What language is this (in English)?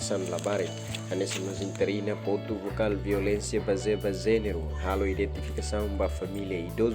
Tetum